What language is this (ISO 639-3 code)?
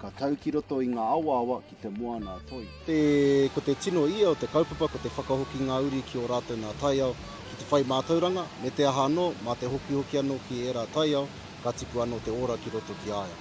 mri